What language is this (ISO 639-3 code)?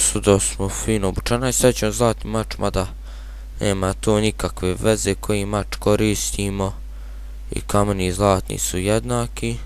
bos